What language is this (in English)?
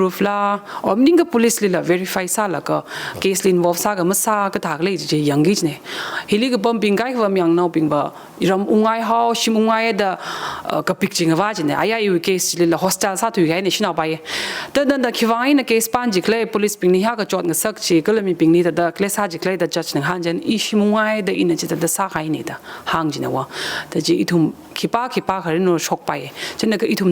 Tangkhul Naga (India)